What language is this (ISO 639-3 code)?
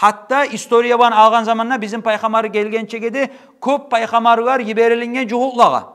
kum